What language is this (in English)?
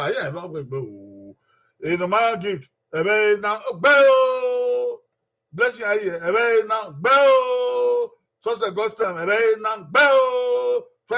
Bini